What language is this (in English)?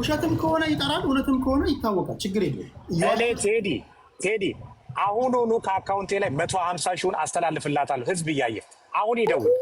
Amharic